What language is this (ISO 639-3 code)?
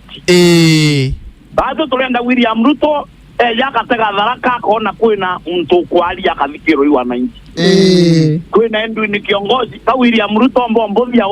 mer